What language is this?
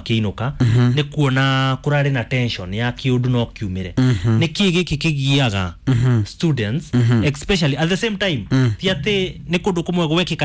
Kikuyu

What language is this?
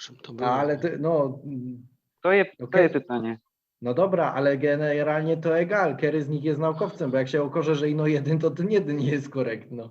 Silesian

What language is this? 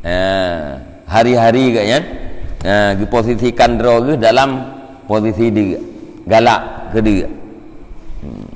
Achinese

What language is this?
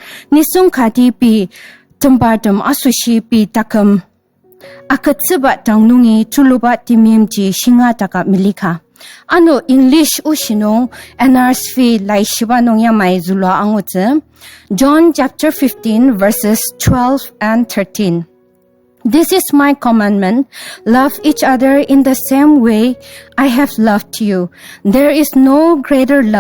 Ao Naga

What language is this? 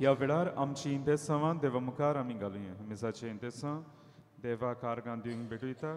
Konkani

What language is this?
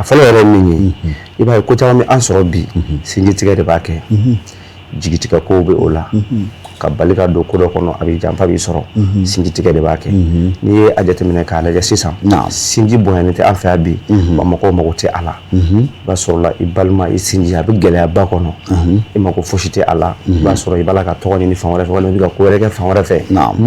Bambara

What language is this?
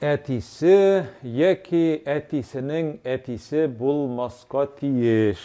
Tatar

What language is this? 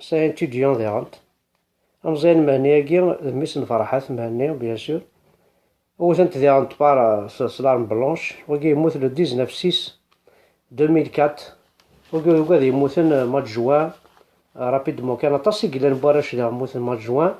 Kabyle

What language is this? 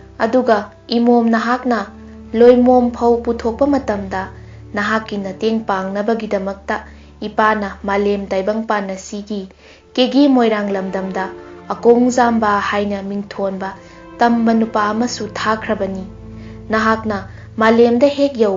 Manipuri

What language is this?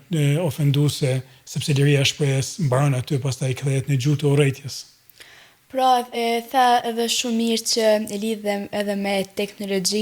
Albanian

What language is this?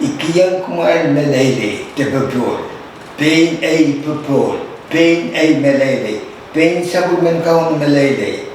Pohnpeian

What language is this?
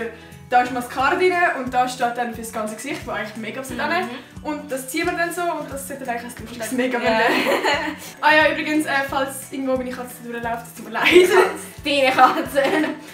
Swiss German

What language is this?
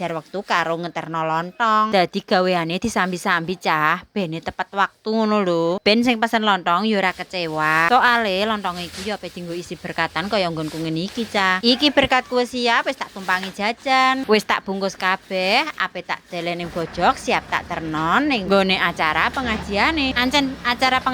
Javanese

